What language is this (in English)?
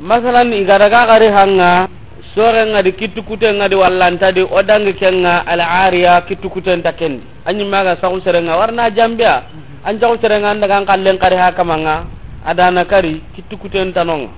Soninke